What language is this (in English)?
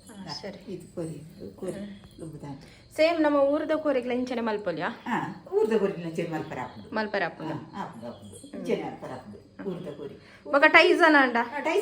Tulu